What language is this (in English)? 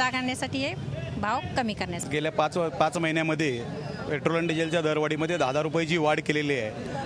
Marathi